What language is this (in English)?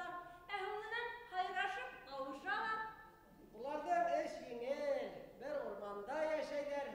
Bashkir